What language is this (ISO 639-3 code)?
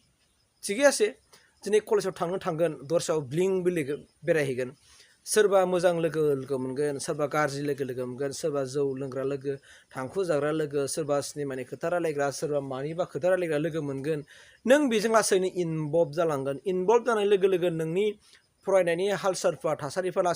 brx